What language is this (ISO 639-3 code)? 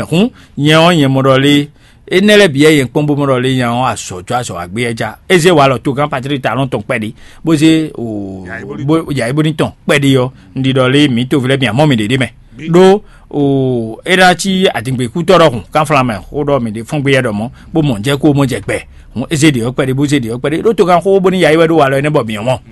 fon